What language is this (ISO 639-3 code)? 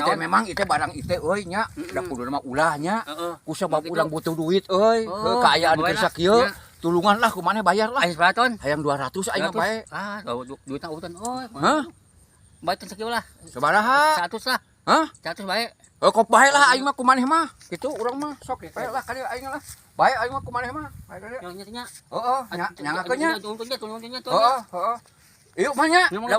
sun